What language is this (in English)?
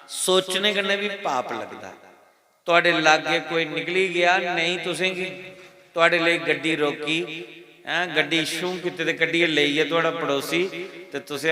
Dogri